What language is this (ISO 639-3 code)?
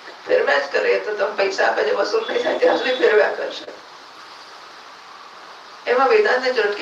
guj